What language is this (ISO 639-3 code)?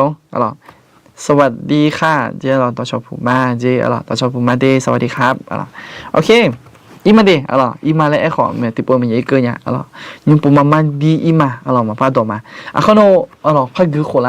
ahk